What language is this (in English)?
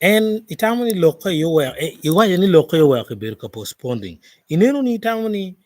Acoli